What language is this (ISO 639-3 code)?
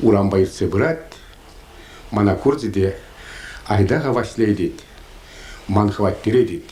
chv